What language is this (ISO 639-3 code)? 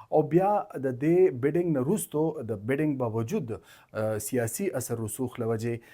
pus